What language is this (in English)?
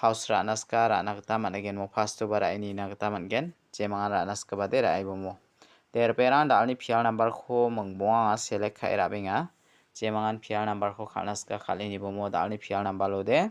Garo